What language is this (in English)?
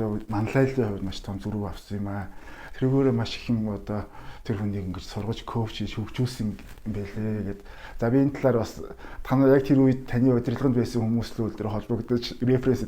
Mongolian